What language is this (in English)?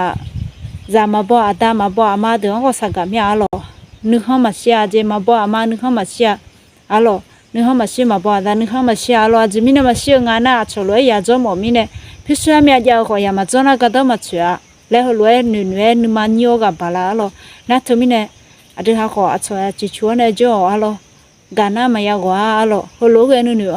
Akha